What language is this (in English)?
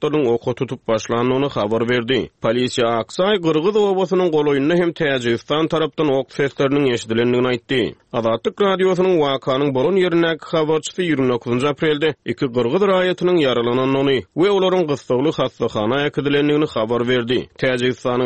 Turkmen